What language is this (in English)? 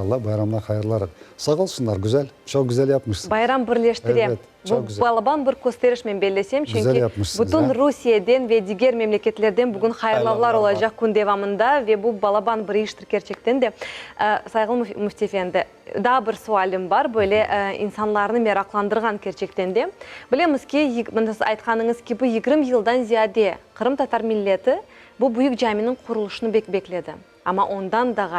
Crimean Tatar